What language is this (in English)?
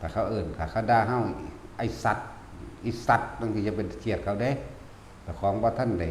Northeastern Thai